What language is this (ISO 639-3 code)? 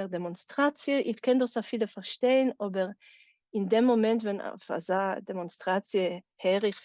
yid